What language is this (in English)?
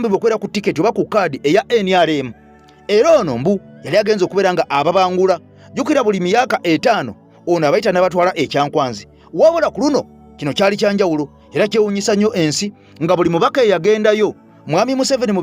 Ganda